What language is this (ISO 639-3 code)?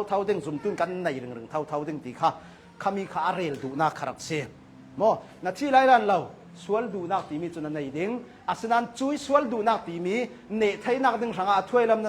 cnh